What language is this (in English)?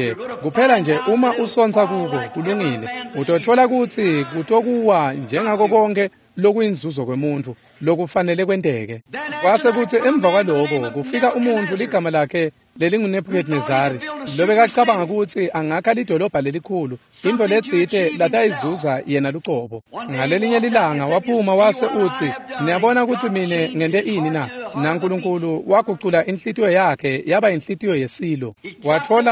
Swati